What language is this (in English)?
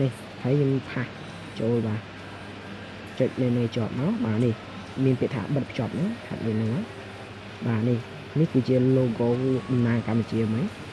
Khmer